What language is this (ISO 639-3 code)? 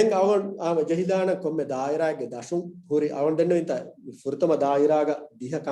div